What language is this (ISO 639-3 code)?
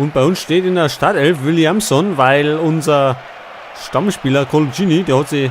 bar